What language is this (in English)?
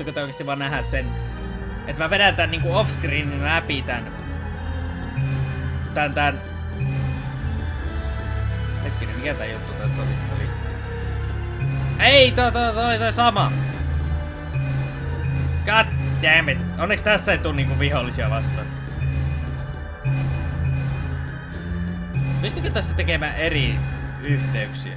Finnish